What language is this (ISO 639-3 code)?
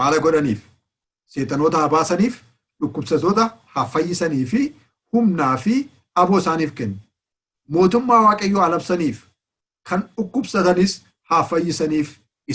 orm